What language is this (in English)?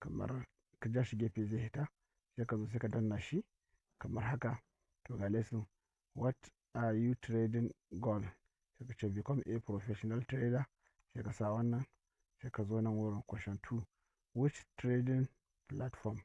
Hausa